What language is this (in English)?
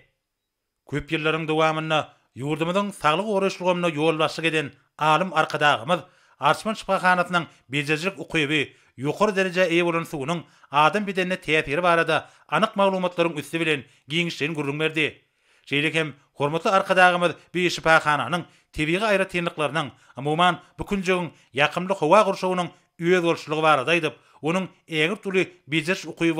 Turkmen